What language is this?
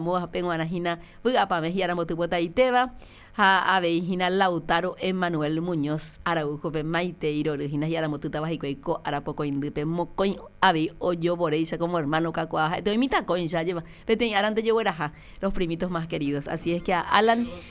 Guarani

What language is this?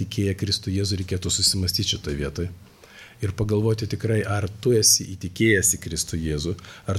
Lithuanian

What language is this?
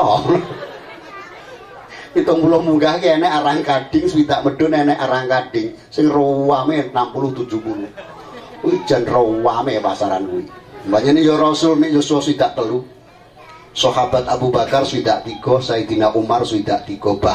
Javanese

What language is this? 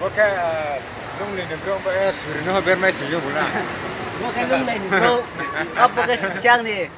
Riang (India)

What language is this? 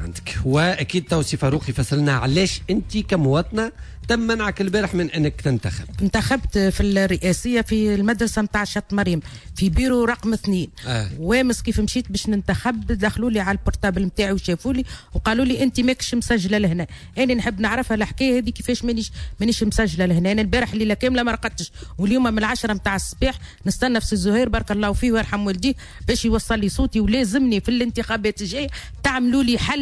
Tunisian Arabic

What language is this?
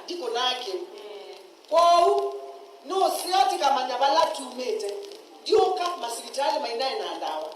Kamba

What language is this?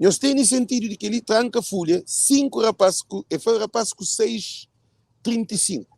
Kabuverdianu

